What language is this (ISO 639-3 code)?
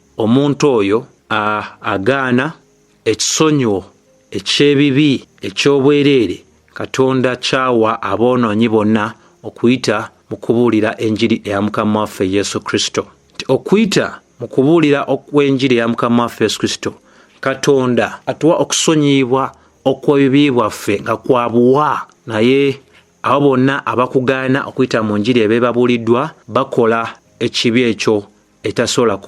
lug